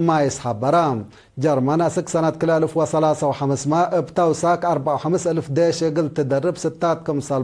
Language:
Tigre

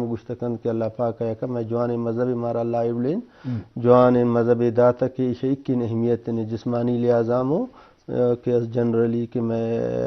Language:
Eastern Balochi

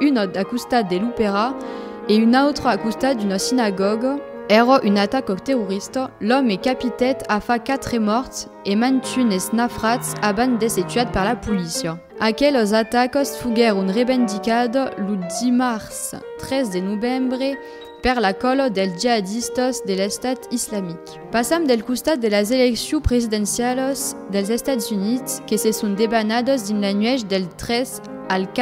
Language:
Occitan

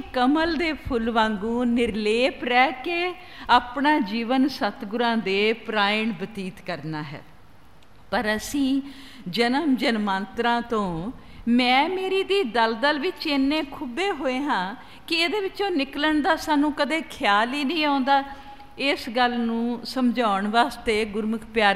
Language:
Punjabi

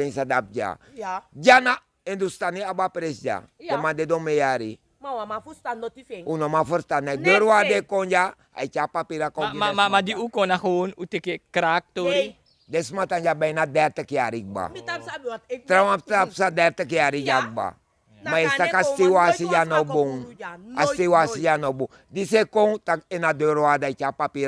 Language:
Sranan Tongo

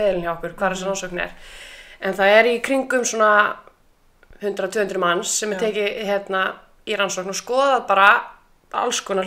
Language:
Icelandic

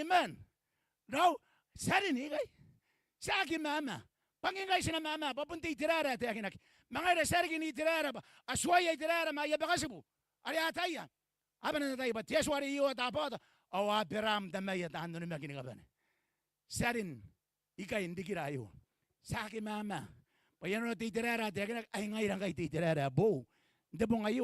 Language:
Gilbertese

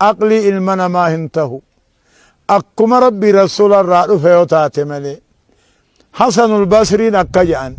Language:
Oromo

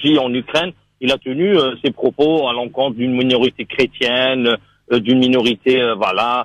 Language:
French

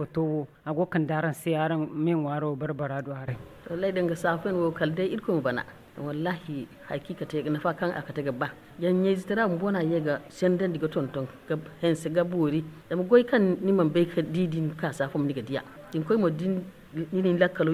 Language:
Zarma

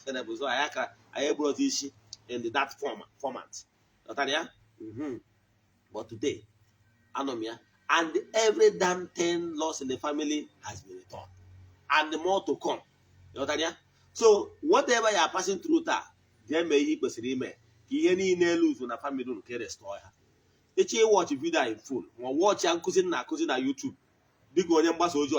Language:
Igbo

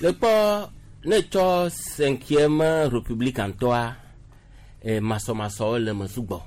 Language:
Gen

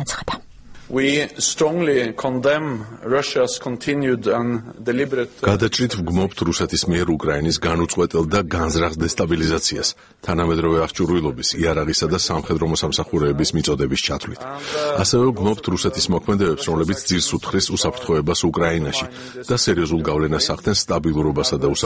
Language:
Georgian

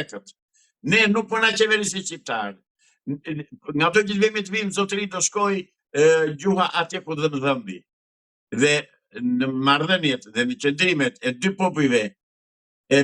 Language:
Albanian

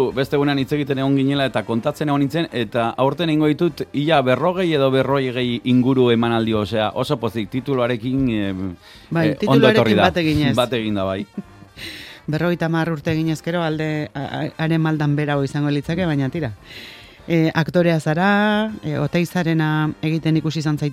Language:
Basque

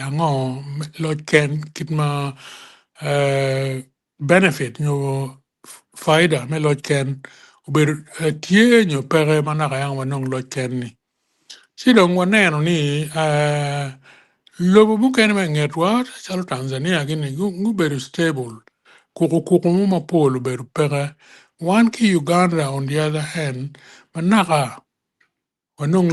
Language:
Acoli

